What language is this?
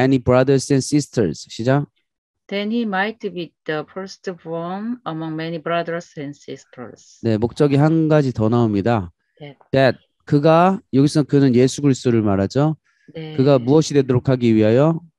Korean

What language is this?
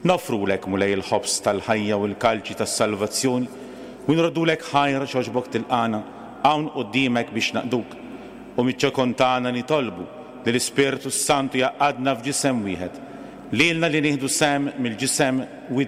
Maltese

